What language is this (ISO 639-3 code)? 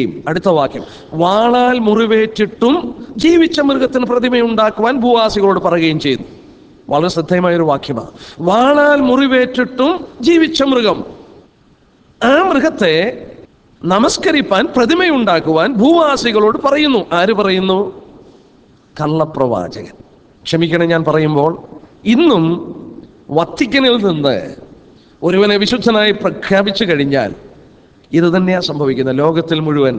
mal